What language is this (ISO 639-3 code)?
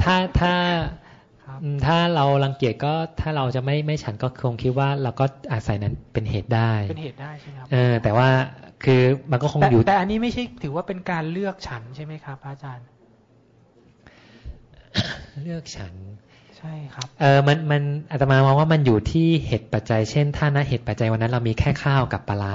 tha